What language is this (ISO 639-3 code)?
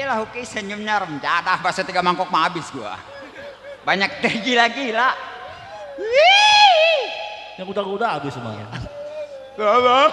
bew